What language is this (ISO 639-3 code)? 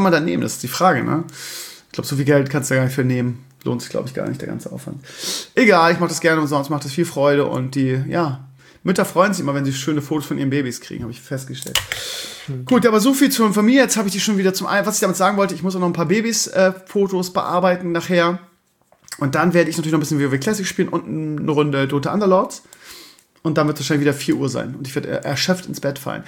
deu